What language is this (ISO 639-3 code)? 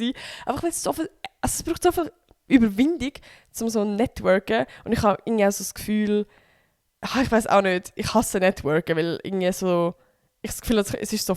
gsw